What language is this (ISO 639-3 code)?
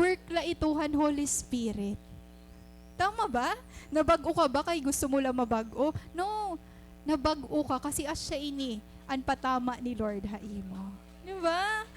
war